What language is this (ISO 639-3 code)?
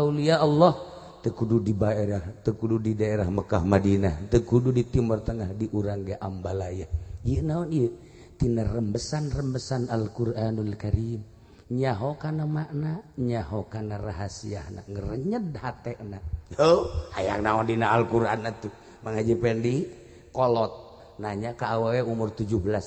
sun